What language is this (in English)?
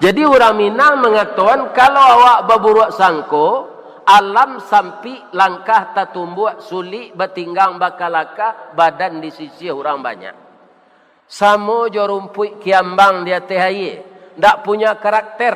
Minangkabau